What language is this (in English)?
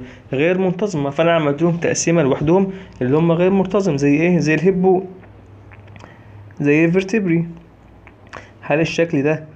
Egyptian Arabic